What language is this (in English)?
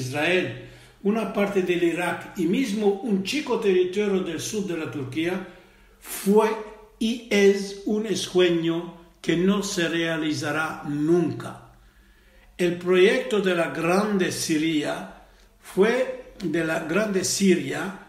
Ladino